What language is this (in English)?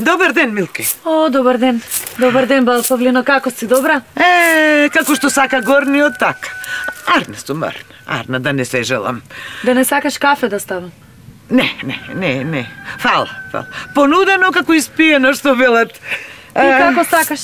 Macedonian